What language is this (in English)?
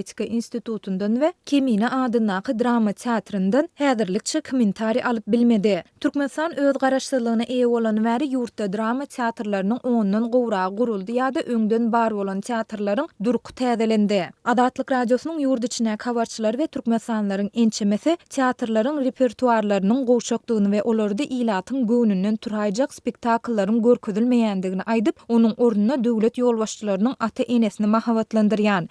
Turkmen